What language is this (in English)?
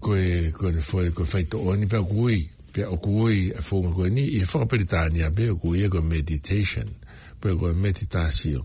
Tongan